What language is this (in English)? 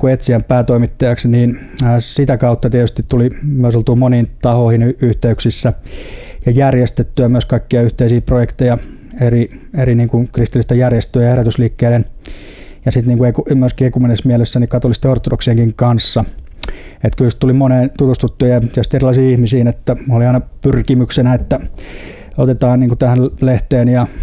Finnish